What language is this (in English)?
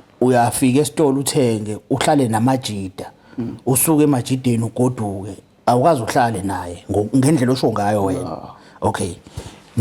Zulu